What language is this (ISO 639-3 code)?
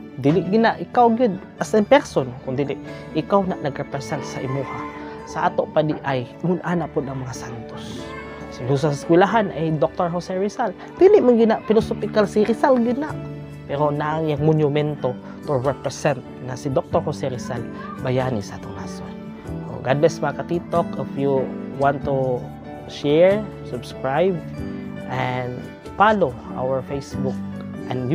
ceb